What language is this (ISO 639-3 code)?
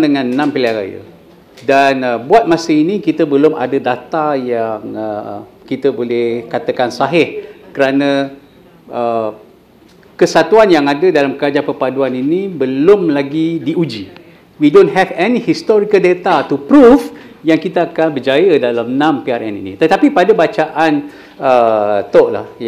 msa